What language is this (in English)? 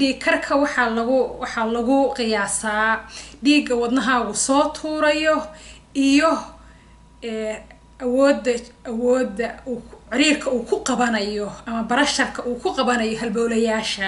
Somali